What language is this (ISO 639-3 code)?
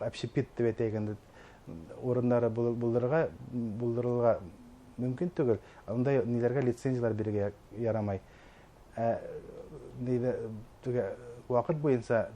bak